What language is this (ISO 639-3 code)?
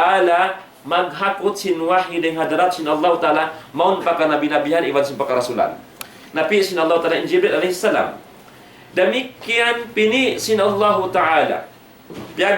tsg